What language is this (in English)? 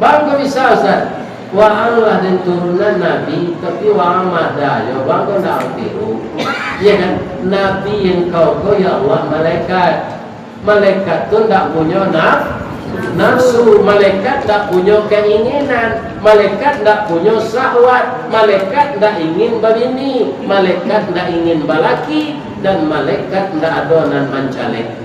Minangkabau